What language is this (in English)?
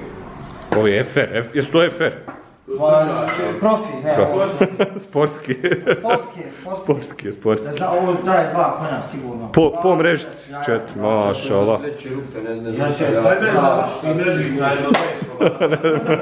Bosnian